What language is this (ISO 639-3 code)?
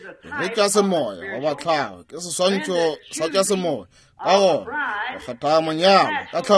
nso